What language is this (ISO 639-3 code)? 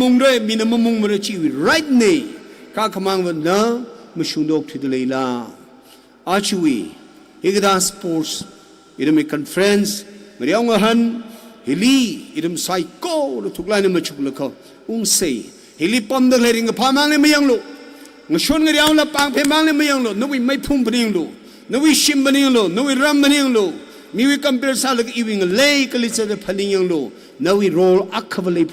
nmf